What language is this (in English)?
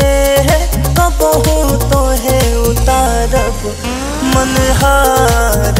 Bhojpuri